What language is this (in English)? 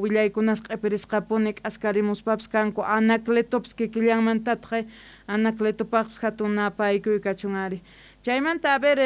South Bolivian Quechua